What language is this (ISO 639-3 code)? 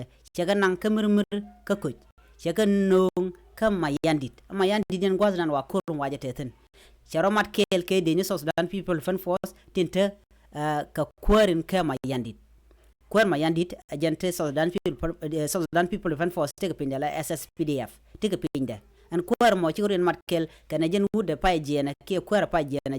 nus